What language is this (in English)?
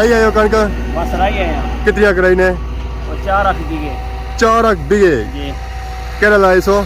Pahari-Potwari